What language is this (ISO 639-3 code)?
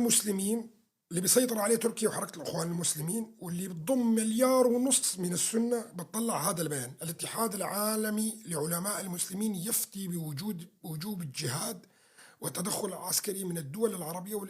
apc